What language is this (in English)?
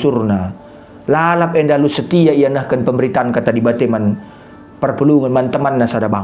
Batak Karo